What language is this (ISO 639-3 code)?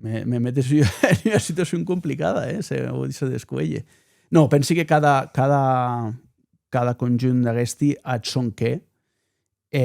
oci